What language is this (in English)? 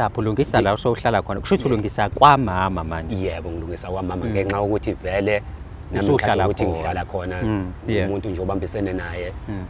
Zulu